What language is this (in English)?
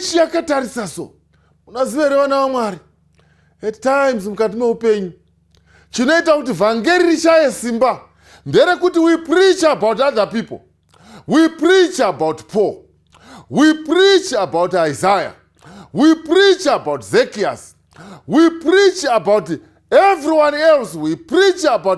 Shona